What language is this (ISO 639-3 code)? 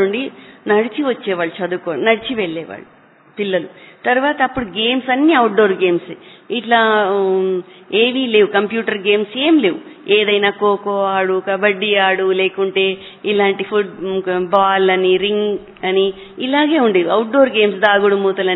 tel